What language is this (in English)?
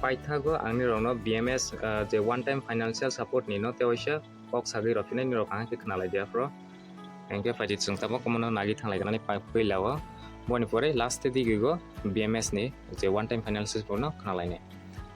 Kok Borok